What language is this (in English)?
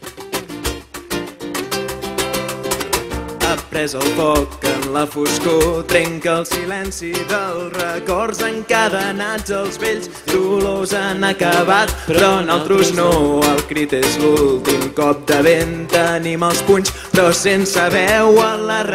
Catalan